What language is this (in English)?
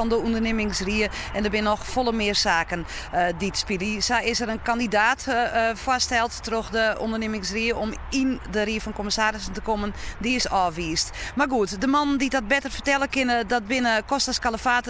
Western Frisian